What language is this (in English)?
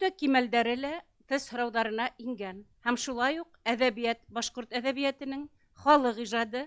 Bashkir